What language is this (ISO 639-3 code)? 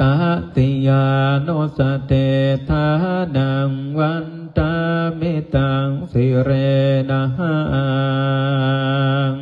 pli